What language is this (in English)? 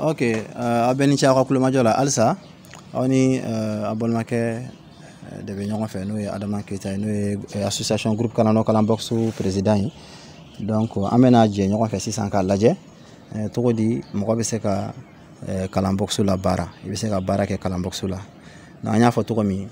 Bambara